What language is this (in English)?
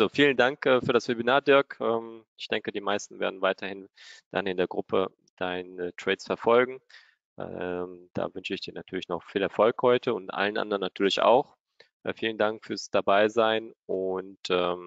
German